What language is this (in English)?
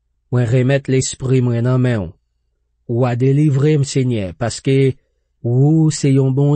Haitian Creole